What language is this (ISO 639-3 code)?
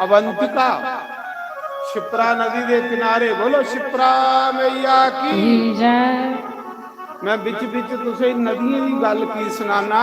doi